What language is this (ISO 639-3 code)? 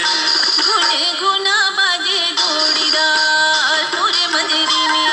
hne